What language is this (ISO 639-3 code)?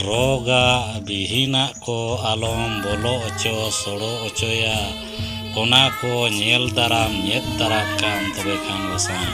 sat